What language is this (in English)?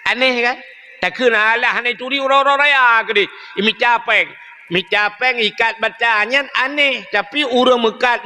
Achinese